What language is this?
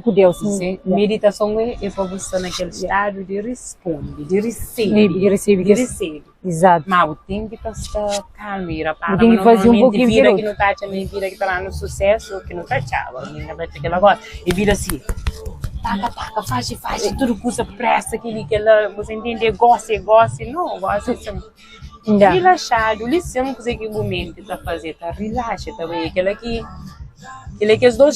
Kabuverdianu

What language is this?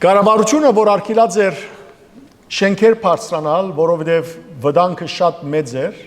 Western Armenian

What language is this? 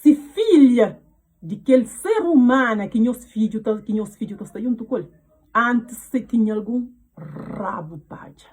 Kabuverdianu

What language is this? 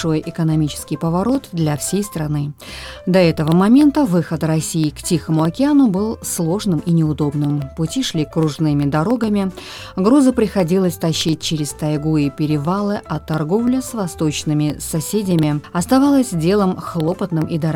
Russian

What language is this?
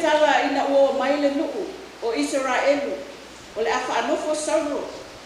Samoan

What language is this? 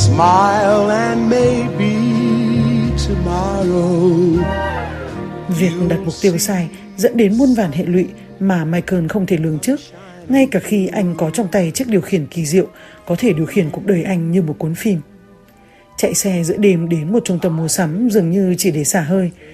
Vietnamese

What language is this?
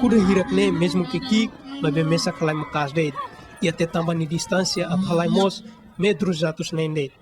Tetum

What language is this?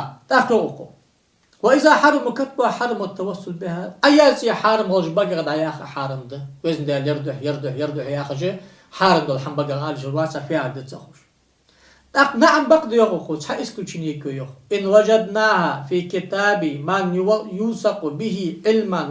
Ingush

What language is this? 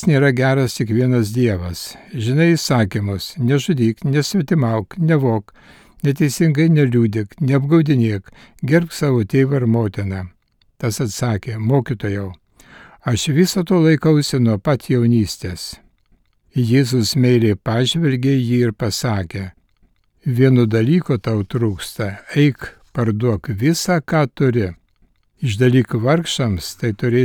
Lithuanian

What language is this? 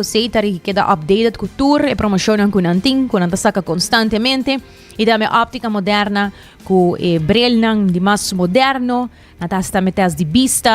Papiamento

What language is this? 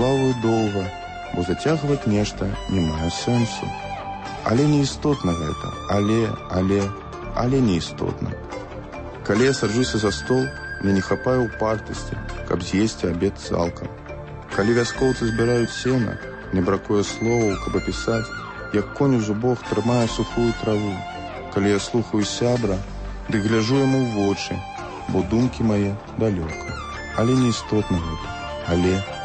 Belarusian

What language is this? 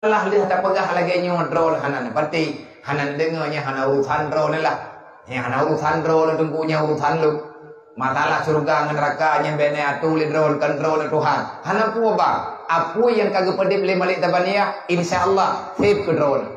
Achinese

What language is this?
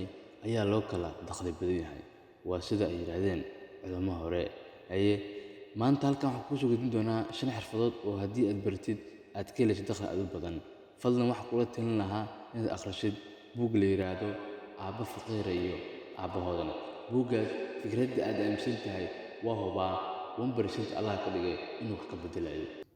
Somali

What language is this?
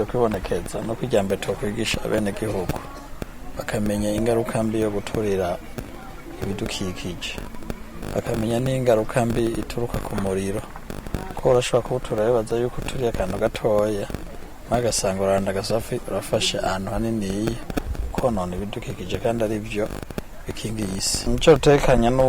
Rundi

